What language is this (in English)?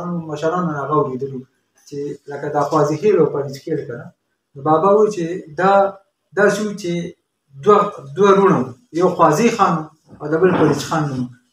Pashto